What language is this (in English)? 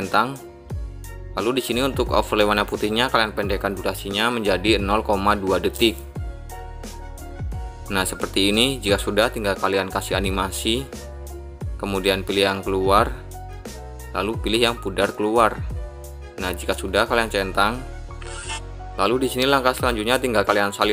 Indonesian